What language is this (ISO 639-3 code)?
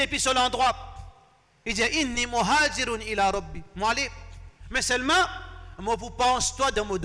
mfe